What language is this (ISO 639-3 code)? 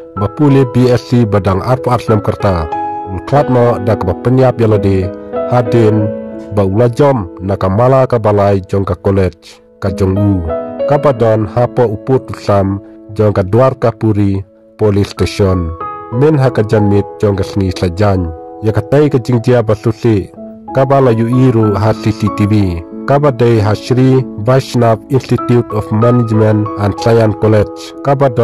kha